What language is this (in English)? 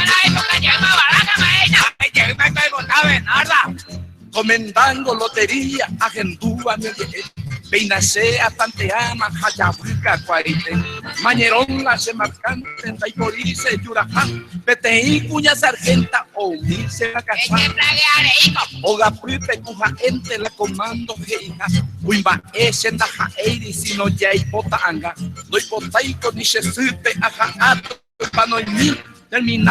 Guarani